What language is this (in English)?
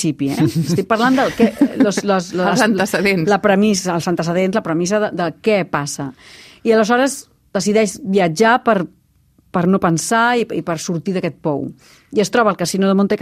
Catalan